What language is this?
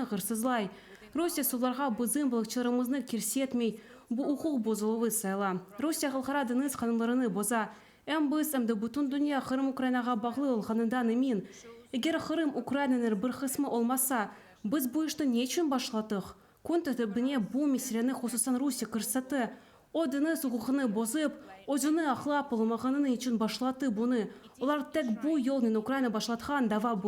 Crimean Tatar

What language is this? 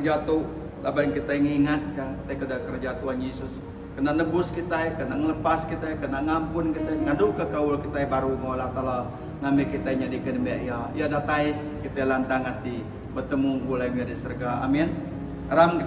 Iban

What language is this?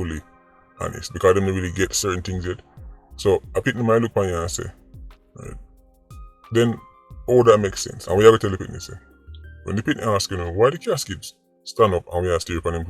Jamaican Creole English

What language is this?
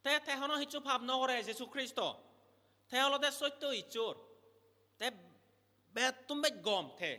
Chakma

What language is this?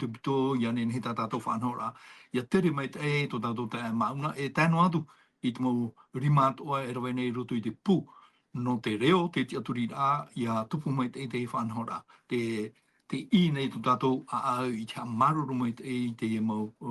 Tahitian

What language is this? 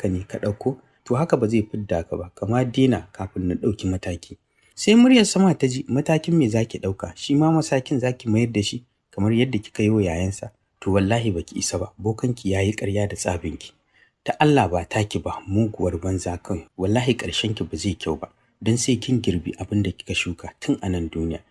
Hausa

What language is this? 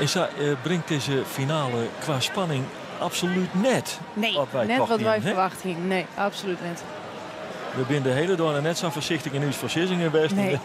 Western Frisian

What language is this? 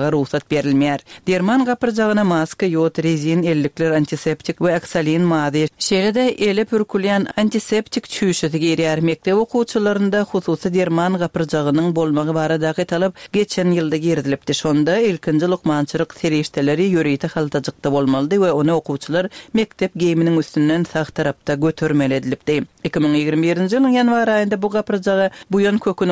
Turkmen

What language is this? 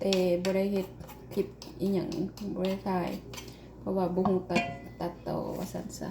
Lao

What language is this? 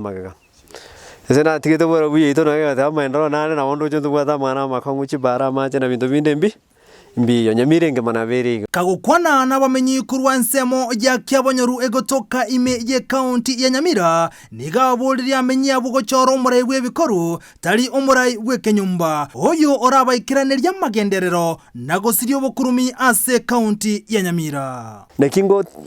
Gusii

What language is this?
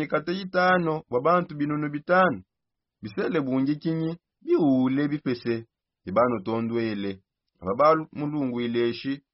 Songe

